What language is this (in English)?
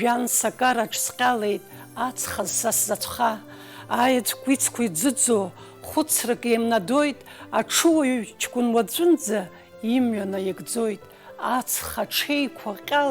Abkhazian